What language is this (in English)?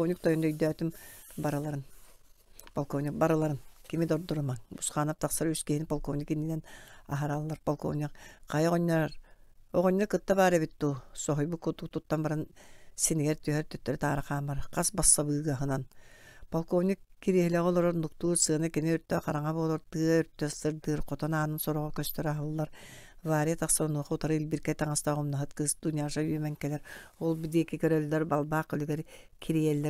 Yakut